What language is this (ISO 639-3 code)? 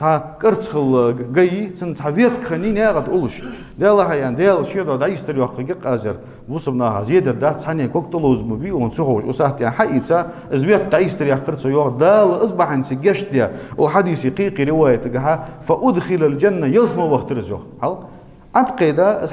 inh